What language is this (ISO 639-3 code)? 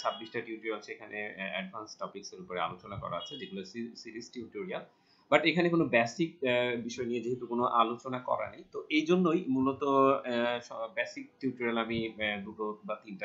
ben